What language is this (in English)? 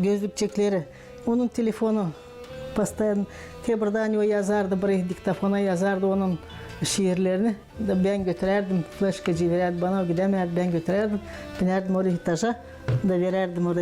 Gagauz